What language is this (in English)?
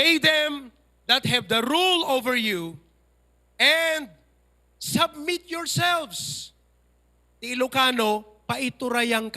Iloko